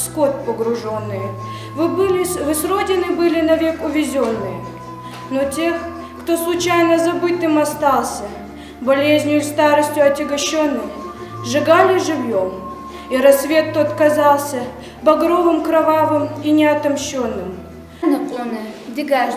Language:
Ingush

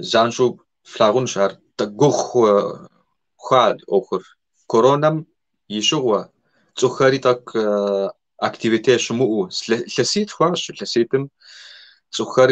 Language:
Kabardian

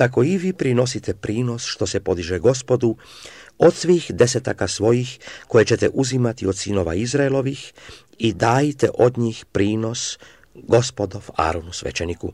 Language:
Croatian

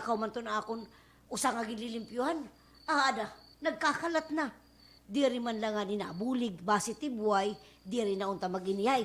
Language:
Waray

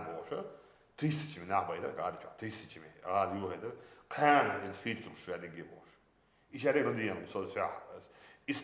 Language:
Chechen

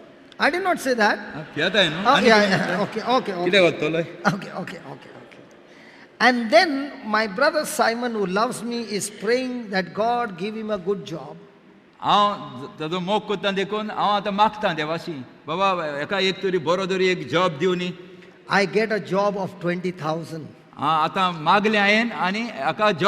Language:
Konkani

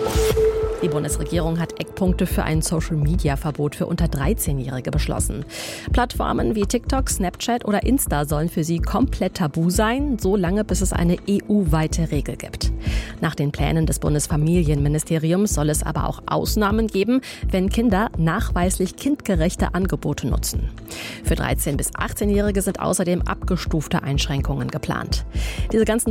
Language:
German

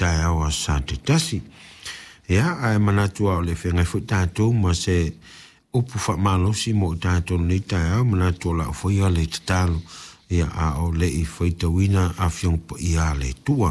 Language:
Samoan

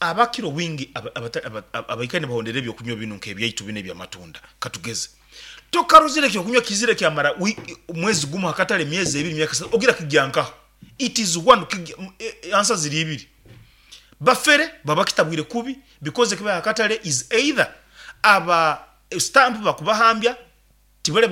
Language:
Nyankole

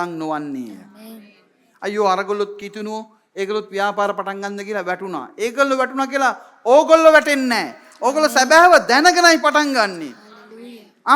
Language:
Sinhala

